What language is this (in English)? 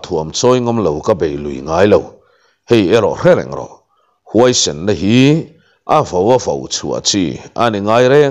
Mizo